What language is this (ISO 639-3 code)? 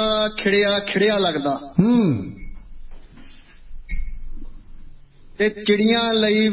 pan